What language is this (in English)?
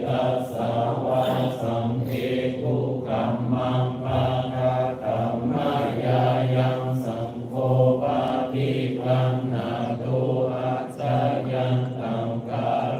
Pali